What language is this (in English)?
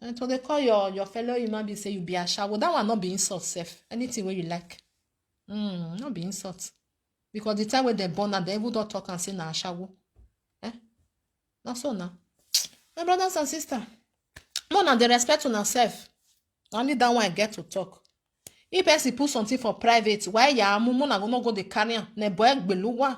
Nigerian Pidgin